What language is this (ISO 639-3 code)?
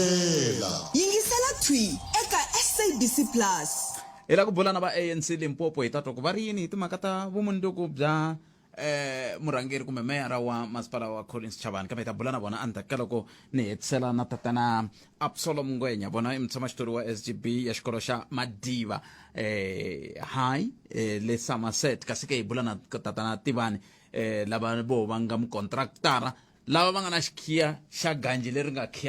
tso